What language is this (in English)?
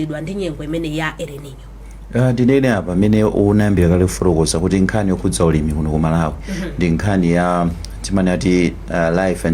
Nyanja